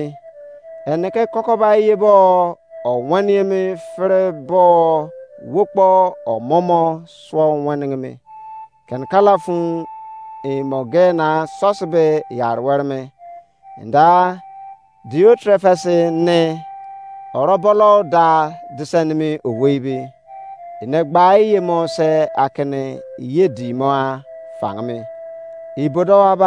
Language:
Izon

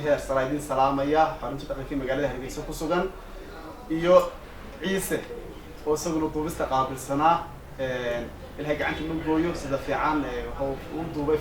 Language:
Somali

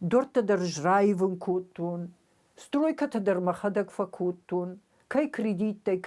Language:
Ossetic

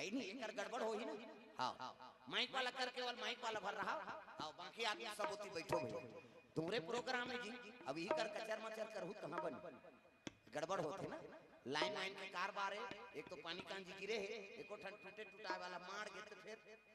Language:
Chhattisgarhi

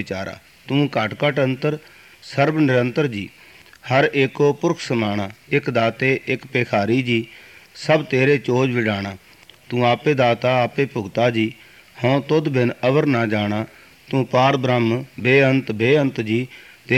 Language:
Punjabi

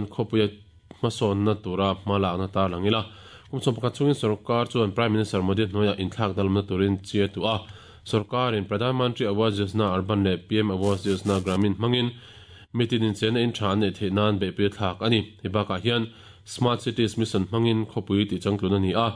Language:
Mizo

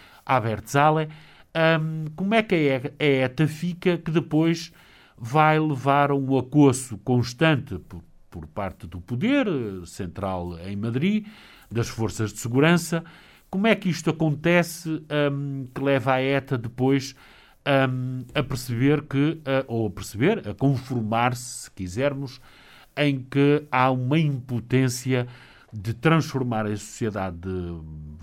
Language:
Portuguese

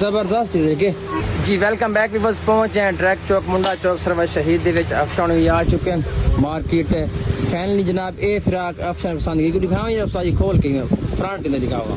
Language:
Saraiki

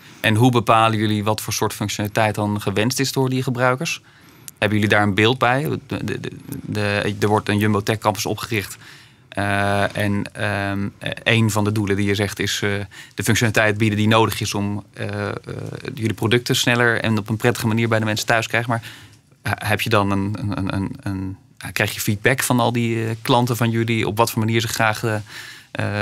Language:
Dutch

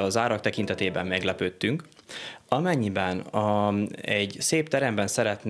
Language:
Hungarian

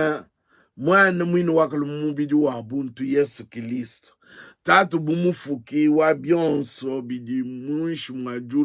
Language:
Luba-Lulua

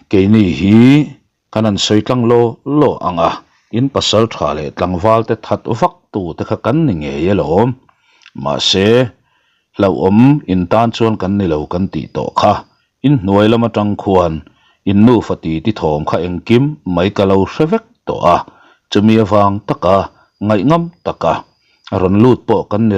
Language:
Mizo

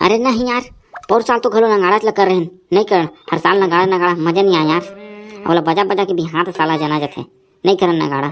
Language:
Chhattisgarhi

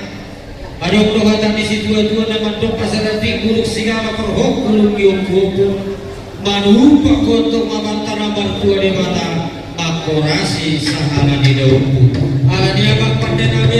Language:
Batak Toba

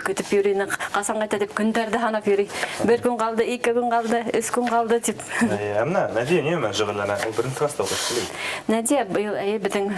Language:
Bashkir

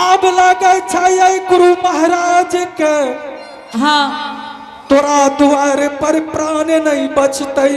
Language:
Angika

